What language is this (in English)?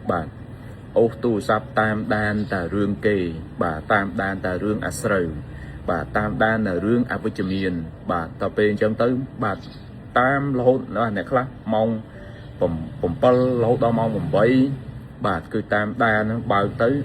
Khmer